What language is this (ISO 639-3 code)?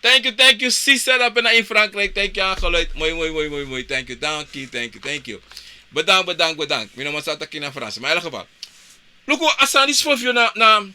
srn